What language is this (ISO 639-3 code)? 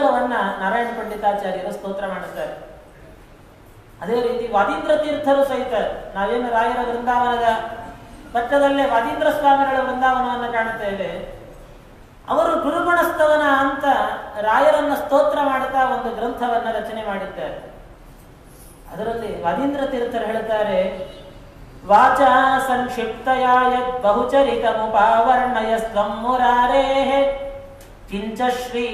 kan